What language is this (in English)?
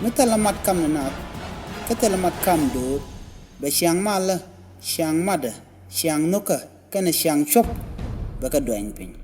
Nuer